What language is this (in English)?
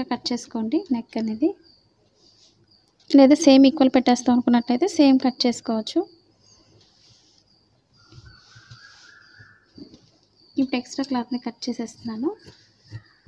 Telugu